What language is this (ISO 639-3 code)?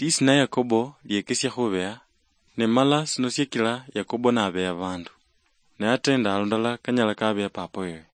luy